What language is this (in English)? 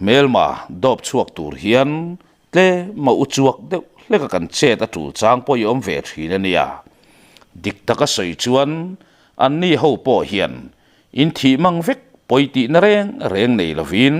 Mizo